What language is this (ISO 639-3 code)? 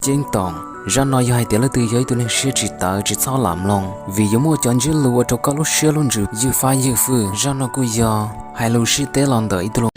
hmn